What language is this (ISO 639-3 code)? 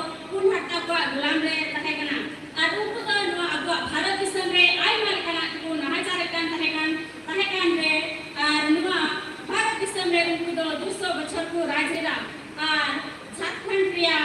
sat